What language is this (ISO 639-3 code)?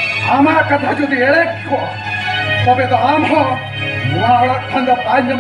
sat